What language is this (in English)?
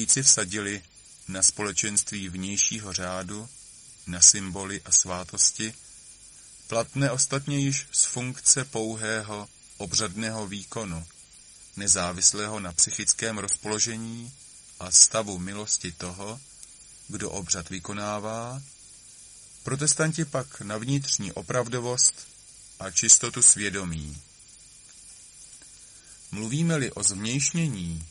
Czech